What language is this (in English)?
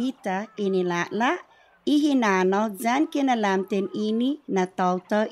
Chamorro